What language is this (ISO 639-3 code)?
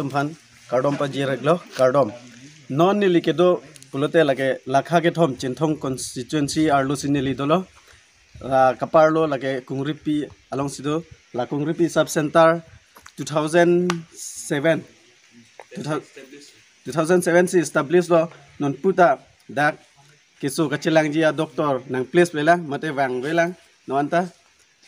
mjw